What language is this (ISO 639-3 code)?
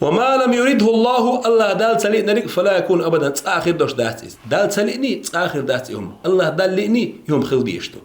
che